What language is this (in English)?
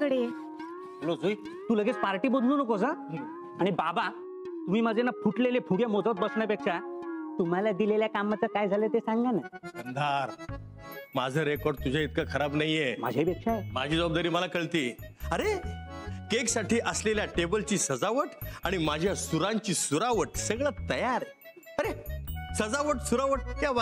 Marathi